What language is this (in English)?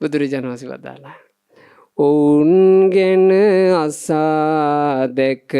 Sinhala